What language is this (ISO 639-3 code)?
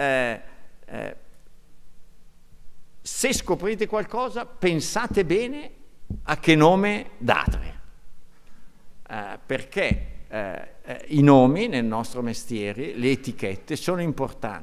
ita